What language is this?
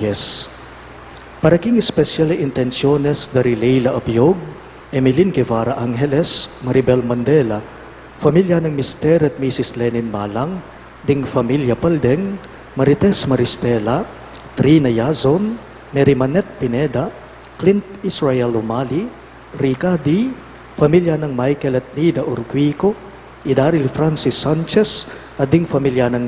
Pampanga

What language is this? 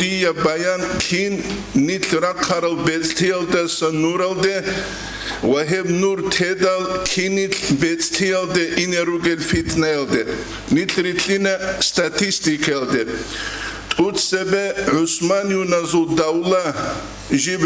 Avaric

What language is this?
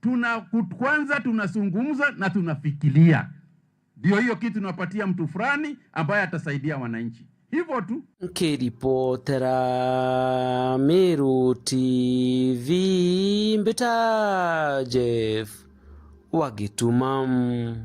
Meru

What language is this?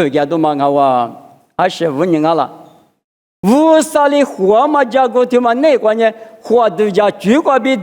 Lisu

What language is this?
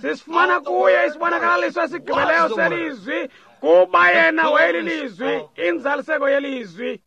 Xhosa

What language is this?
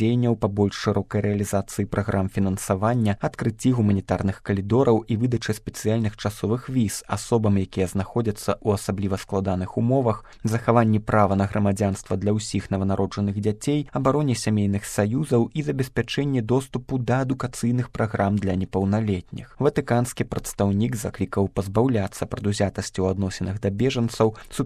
Belarusian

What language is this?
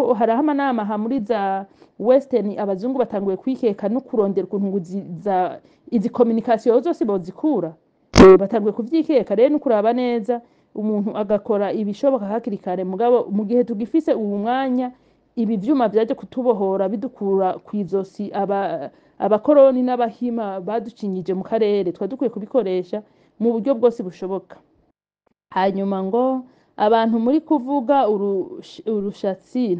Rundi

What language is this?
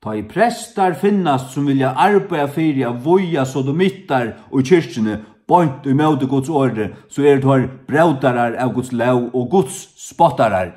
Faroese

